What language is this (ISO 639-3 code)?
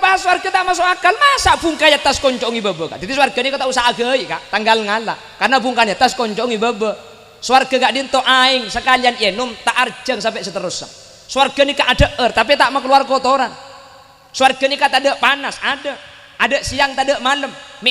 mad